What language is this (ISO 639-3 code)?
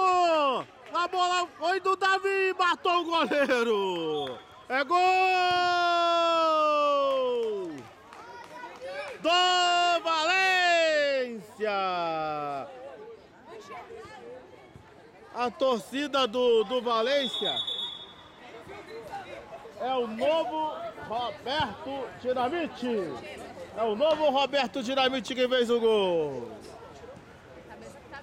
por